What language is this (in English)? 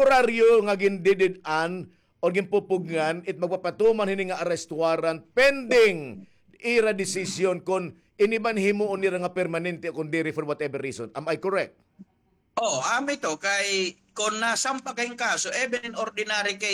Waray